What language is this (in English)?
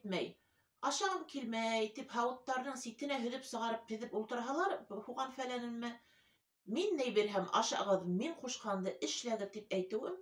Bashkir